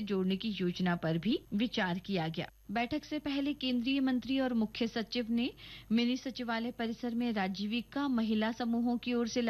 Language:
Hindi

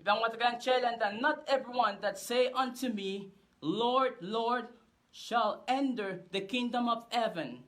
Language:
Pohnpeian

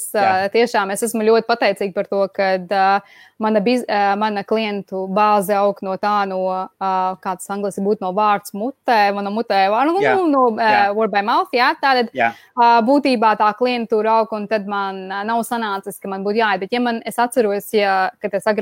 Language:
Latvian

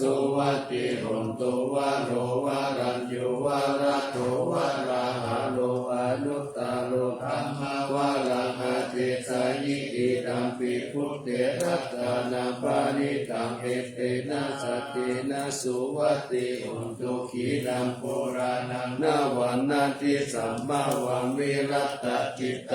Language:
Pali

